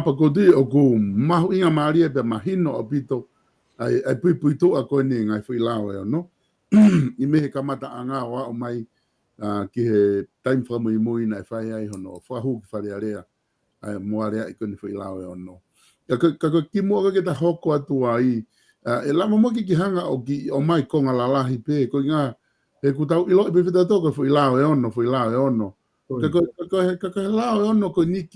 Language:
Tongan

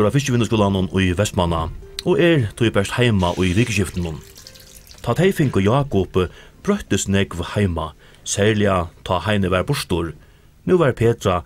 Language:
Faroese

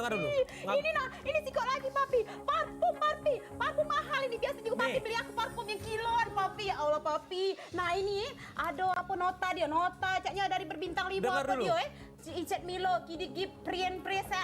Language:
Musi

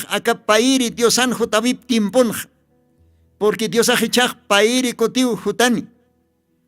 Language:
Aymara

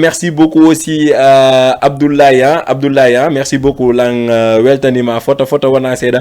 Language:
Fula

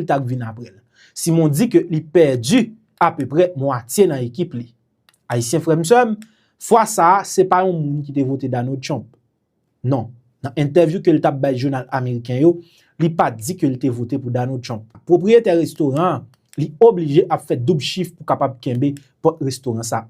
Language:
Haitian Creole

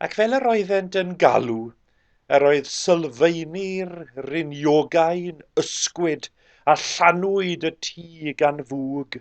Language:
Welsh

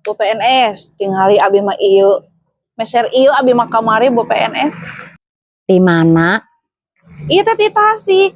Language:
Sundanese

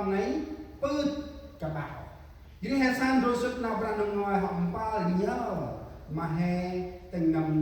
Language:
Central Mnong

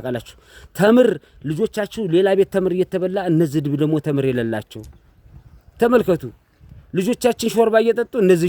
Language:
Amharic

